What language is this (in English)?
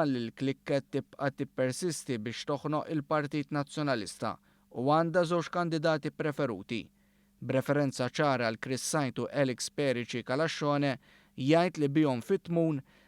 Maltese